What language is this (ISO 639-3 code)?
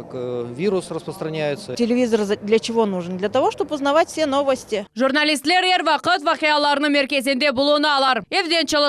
crh